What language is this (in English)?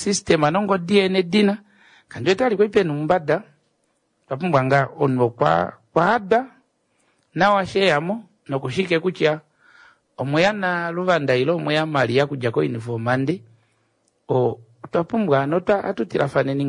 Kuanyama